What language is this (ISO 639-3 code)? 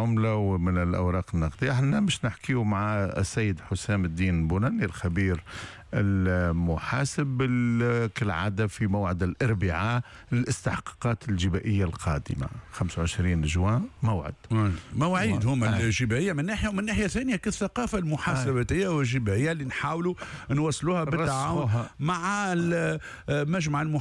aeb